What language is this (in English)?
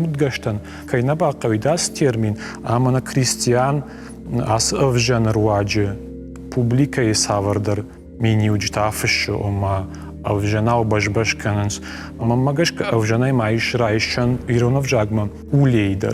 Ossetic